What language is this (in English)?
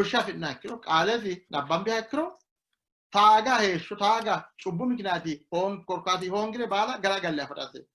Sidamo